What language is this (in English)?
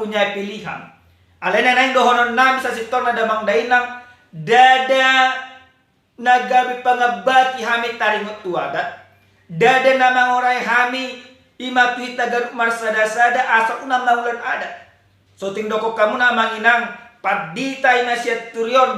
Batak Toba